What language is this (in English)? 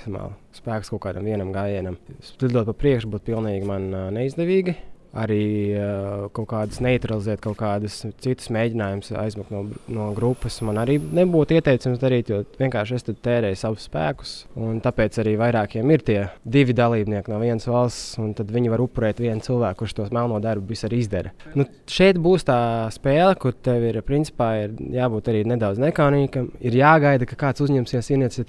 Latvian